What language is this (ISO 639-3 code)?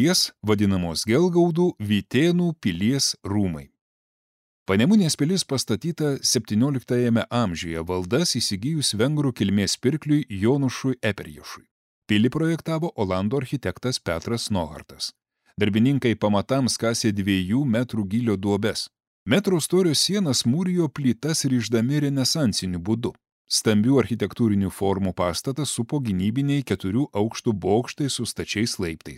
lit